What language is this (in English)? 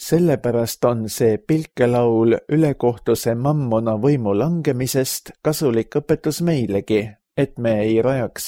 Estonian